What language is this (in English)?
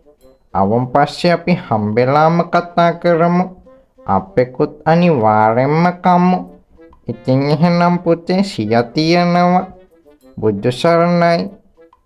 Sinhala